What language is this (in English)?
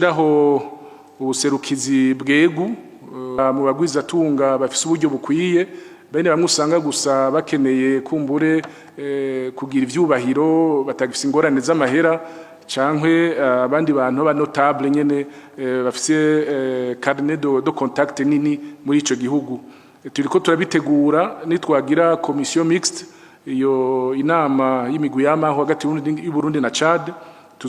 Rundi